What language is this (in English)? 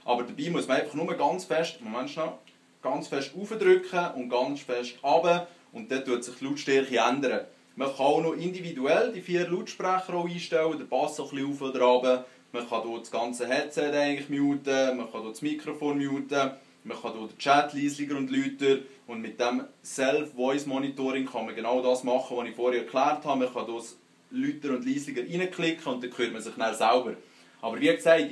Swiss German